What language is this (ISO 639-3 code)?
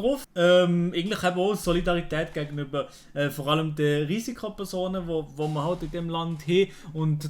gsw